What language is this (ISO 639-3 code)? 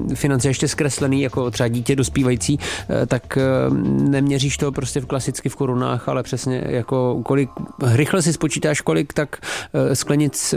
ces